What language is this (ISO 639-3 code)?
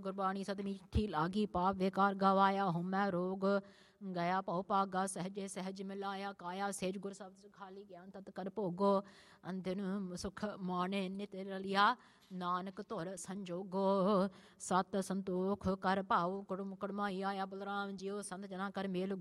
pan